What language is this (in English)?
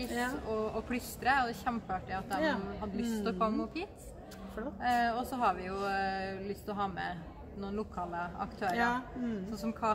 Norwegian